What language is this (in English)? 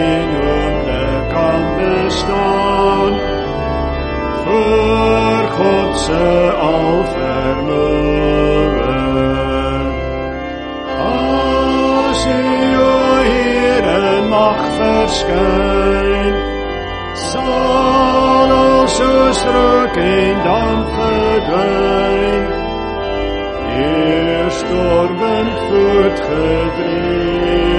Afrikaans